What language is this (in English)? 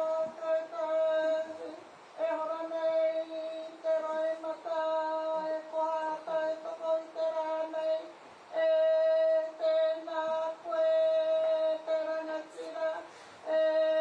Māori